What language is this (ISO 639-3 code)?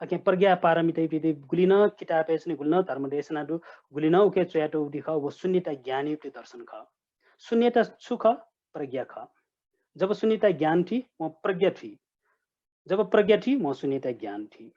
new